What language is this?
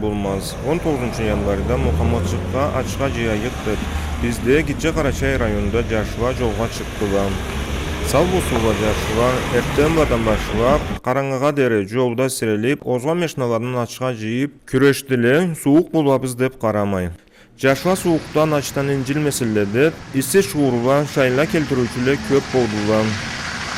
Karachay-Balkar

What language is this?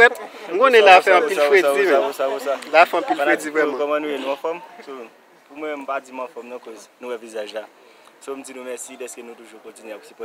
Haitian Creole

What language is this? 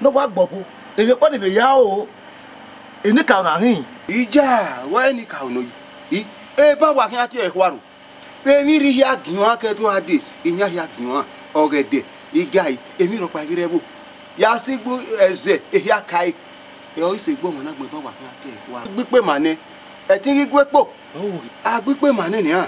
Bini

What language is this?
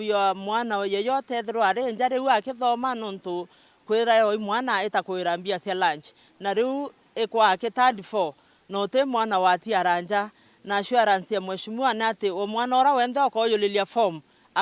Meru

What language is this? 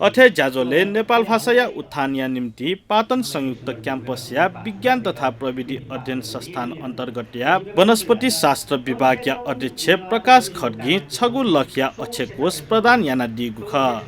Newari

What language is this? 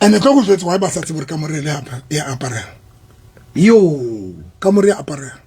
Southern Sotho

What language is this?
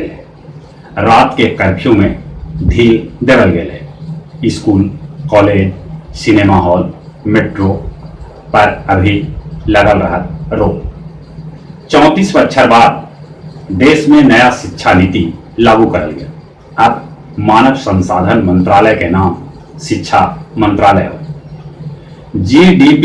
Magahi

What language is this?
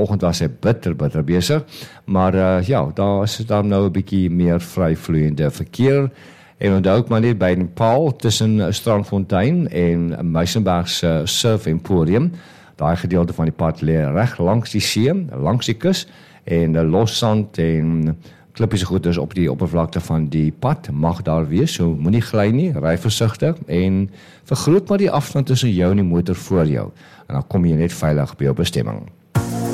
Afrikaans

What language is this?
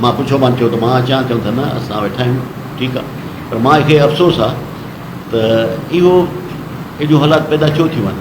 Sindhi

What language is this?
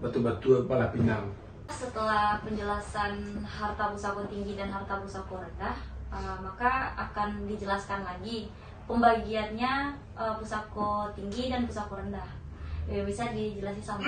Minangkabau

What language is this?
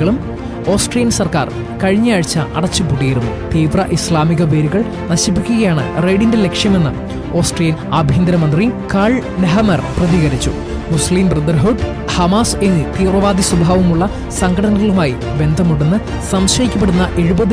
Malayalam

